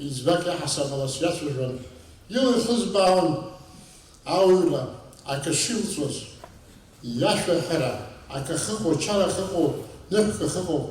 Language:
Abkhazian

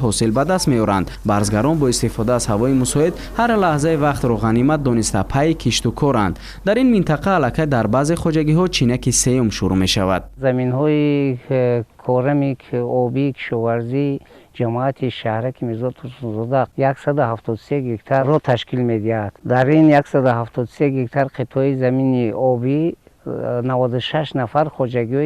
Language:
Tajik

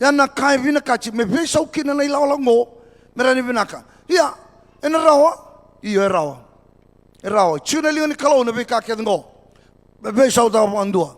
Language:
Fijian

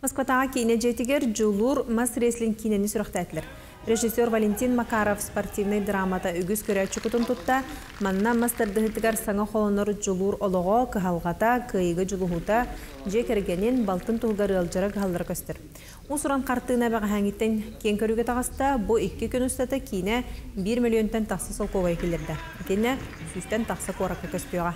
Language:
Yakut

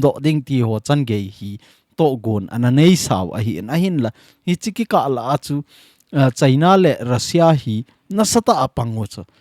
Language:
Thado Chin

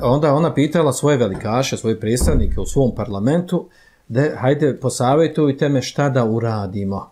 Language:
Bosnian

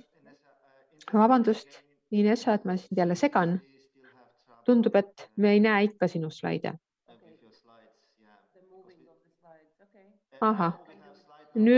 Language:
Estonian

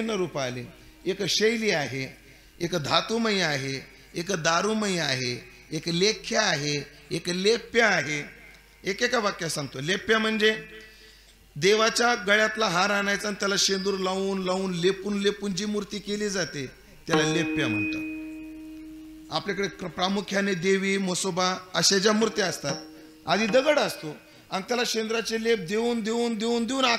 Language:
Marathi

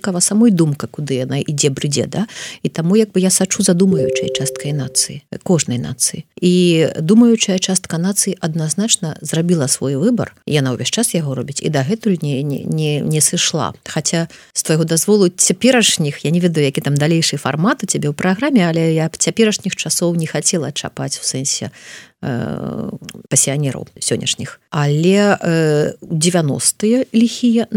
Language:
Belarusian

